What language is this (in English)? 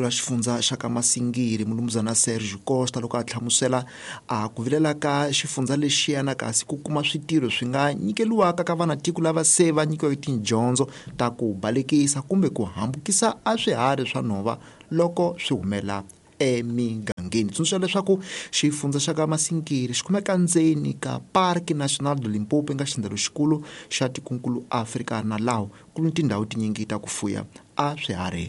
Tsonga